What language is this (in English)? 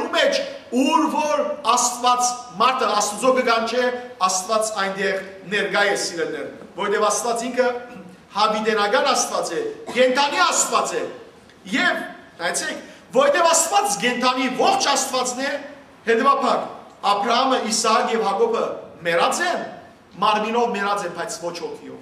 Western Armenian